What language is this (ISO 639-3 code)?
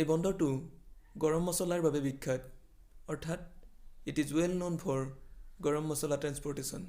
asm